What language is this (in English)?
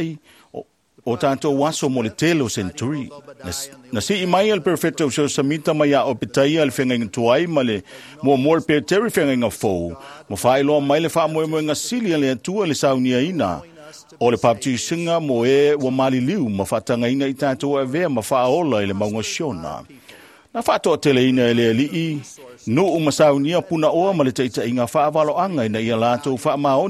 Samoan